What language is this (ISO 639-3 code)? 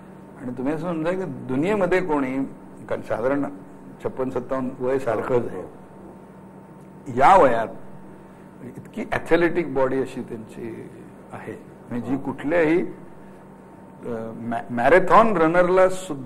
mar